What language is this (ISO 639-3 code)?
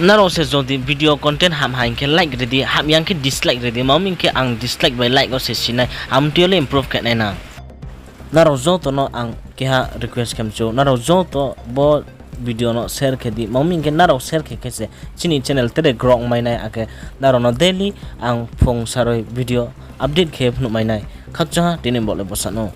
ria